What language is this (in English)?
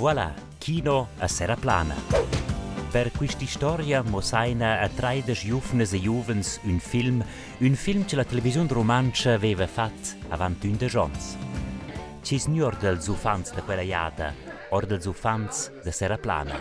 Romansh